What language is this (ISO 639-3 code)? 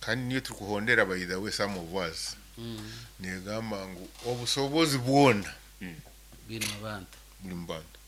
nyo